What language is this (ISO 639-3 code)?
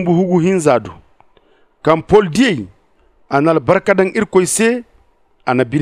dje